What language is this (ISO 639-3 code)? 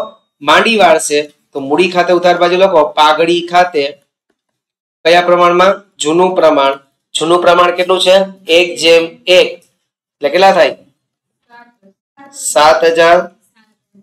guj